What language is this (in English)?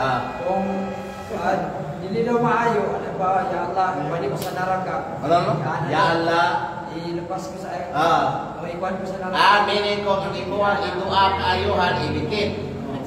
Kalagan